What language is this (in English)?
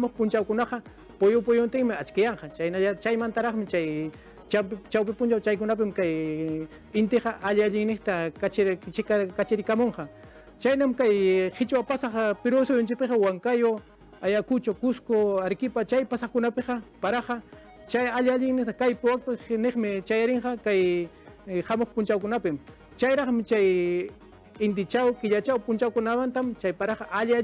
Ayacucho Quechua